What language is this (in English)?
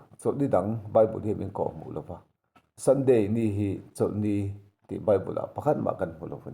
Mizo